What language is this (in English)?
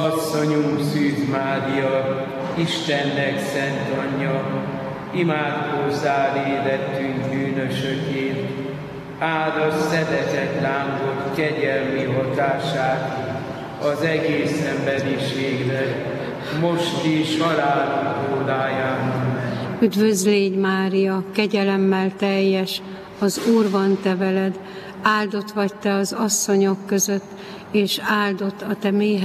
Hungarian